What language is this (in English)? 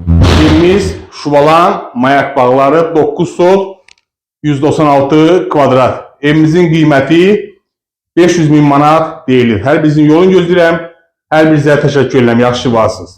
Azerbaijani